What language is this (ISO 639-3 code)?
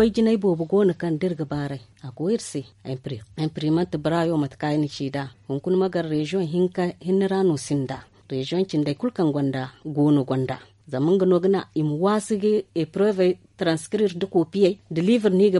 dje